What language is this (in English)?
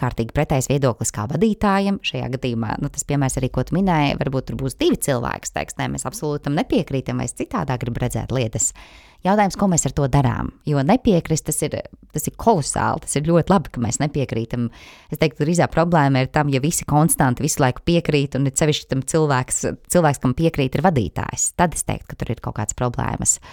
Latvian